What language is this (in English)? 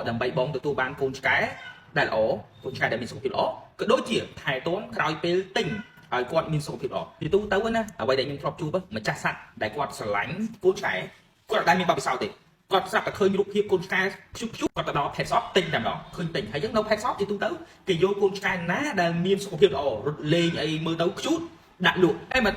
Khmer